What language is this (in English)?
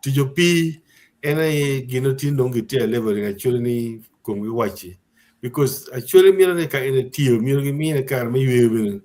Acoli